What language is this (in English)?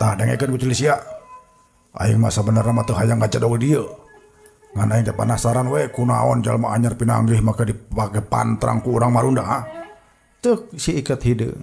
Sundanese